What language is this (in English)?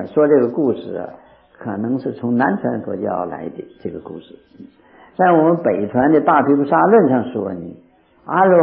Chinese